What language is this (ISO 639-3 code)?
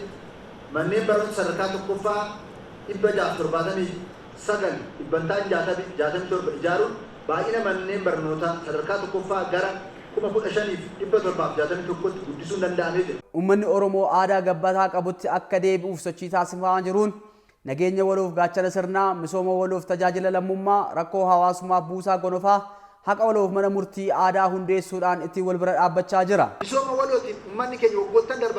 orm